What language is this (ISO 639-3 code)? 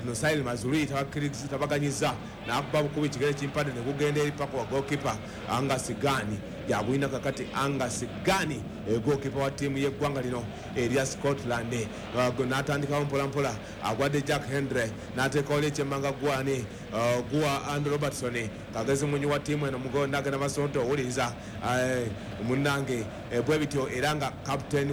lug